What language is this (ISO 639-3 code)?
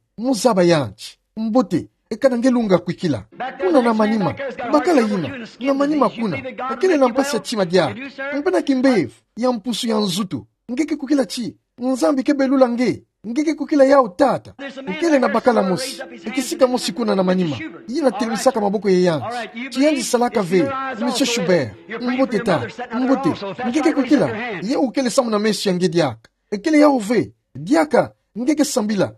ktu